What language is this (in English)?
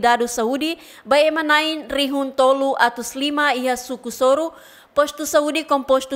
Tetum